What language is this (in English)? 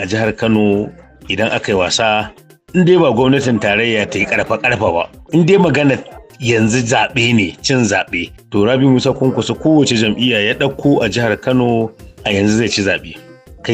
Hausa